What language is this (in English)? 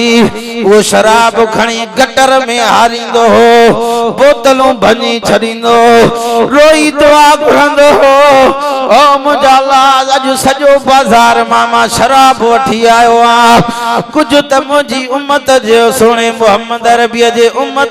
Sindhi